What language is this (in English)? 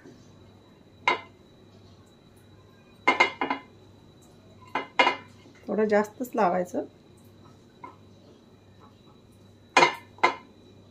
Marathi